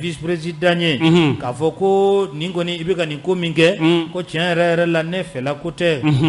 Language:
Bambara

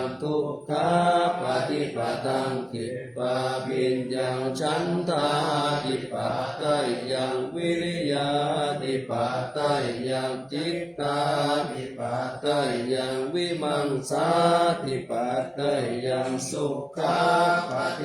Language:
Pali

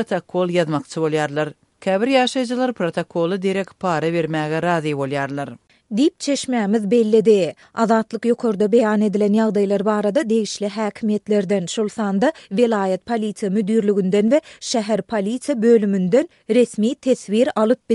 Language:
Turkmen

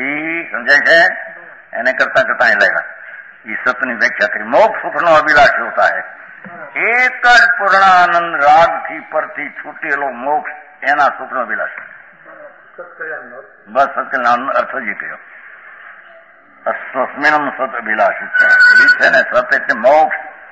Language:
Gujarati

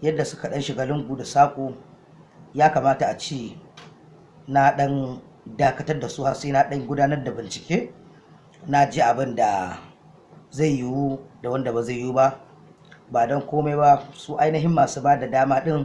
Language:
Hausa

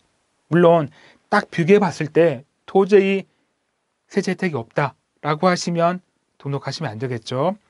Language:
Korean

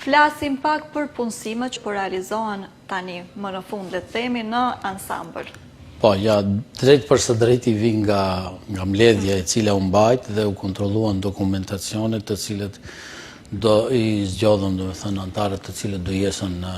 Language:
Albanian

